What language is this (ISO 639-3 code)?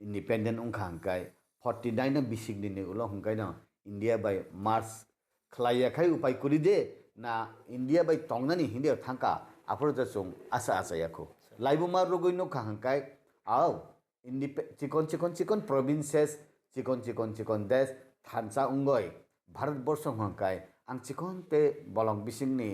trp